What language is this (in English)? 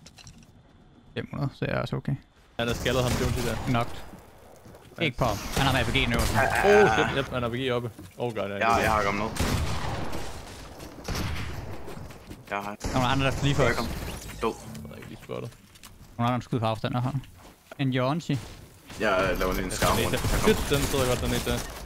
Danish